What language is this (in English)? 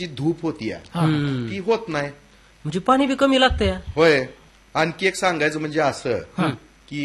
Marathi